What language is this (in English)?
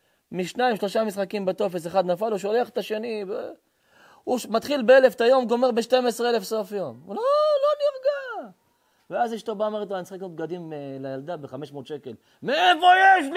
Hebrew